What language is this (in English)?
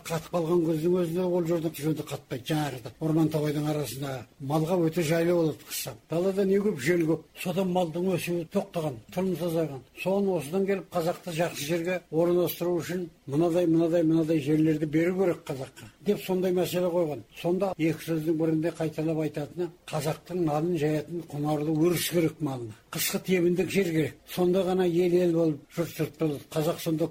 Kazakh